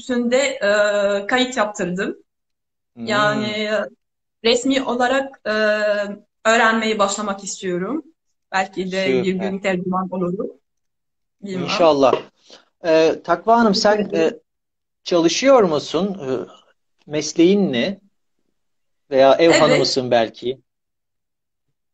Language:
Turkish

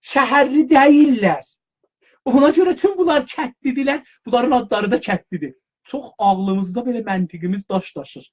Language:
South Azerbaijani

